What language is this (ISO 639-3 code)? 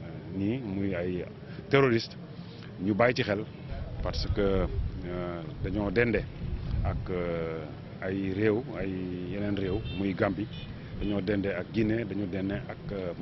wol